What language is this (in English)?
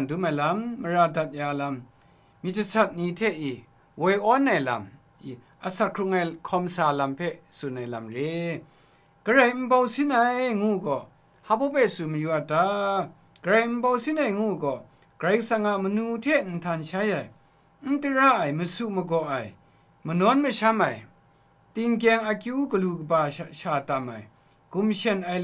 Kachin